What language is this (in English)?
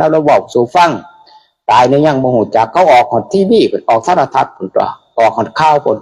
Northeastern Thai